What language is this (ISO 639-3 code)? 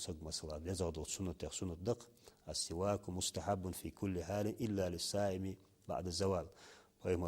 inh